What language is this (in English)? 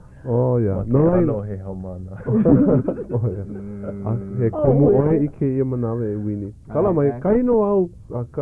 Hawaiian